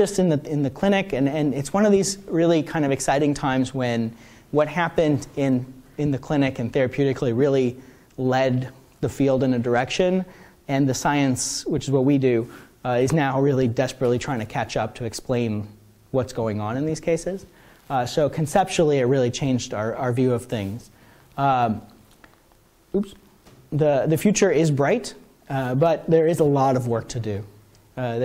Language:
English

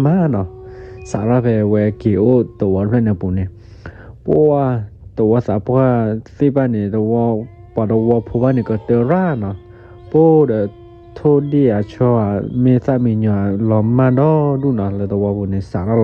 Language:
S'gaw Karen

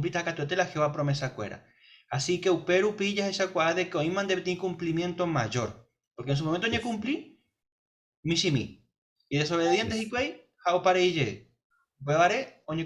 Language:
Guarani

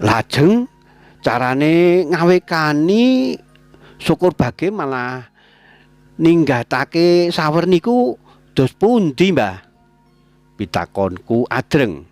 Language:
Javanese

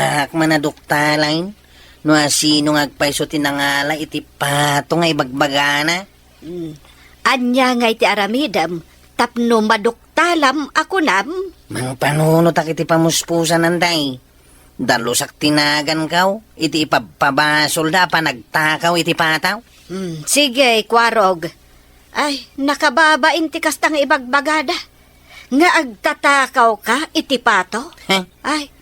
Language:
Iloko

